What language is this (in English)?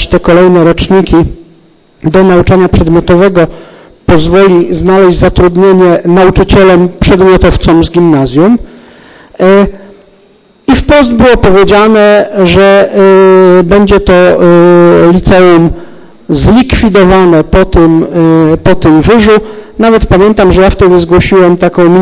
Polish